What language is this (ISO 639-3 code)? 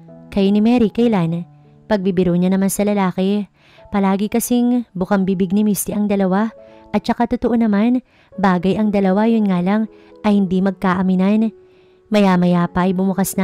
fil